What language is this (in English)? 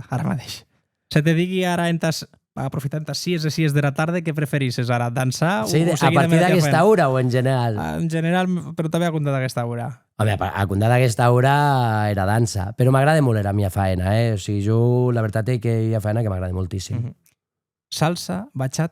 Occitan